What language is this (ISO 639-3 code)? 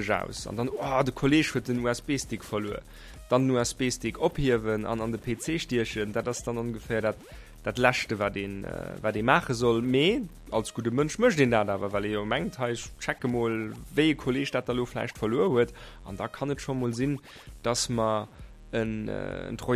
ltz